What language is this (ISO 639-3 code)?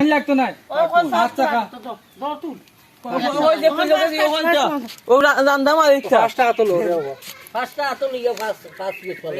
syl